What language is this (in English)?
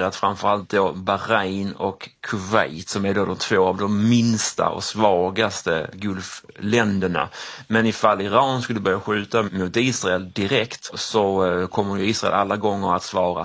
Swedish